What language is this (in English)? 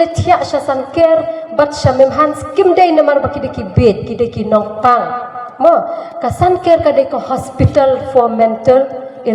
Khasi